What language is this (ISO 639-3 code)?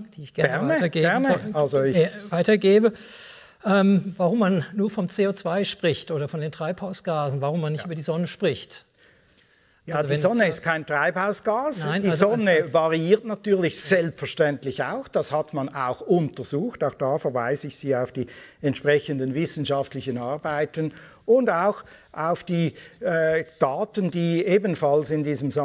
deu